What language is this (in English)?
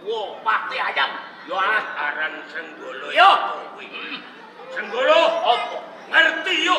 Javanese